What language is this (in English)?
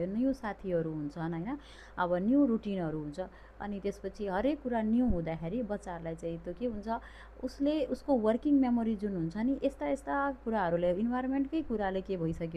Nepali